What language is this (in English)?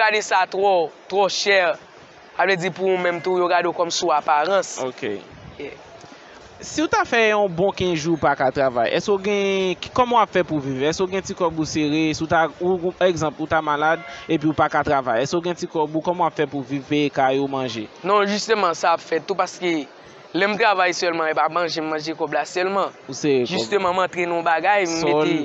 Haitian Creole